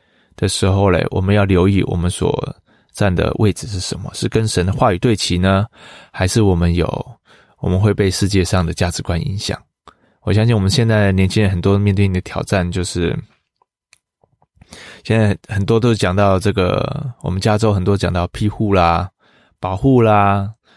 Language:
Chinese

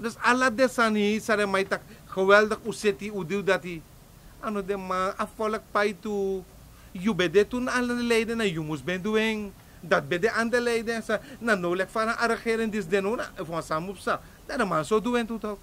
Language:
Sranan Tongo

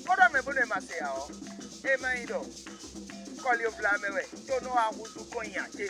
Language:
Fon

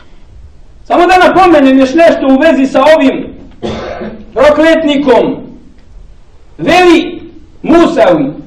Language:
Bosnian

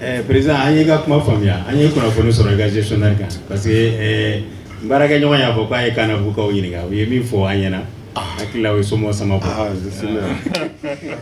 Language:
Bambara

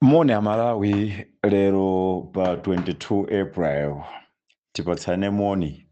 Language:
Nyanja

